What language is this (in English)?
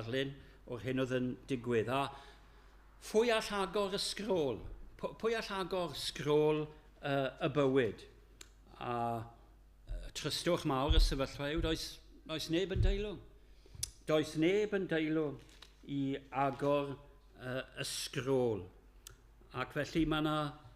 Welsh